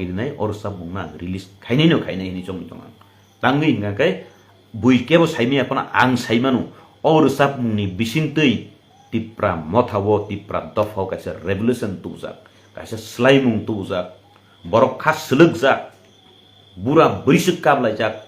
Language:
Kok Borok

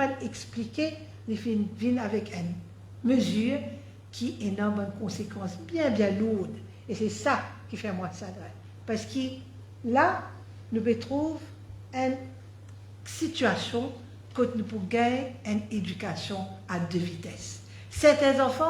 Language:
Morisyen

